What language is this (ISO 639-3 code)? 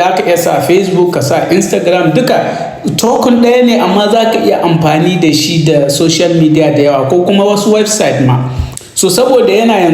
hau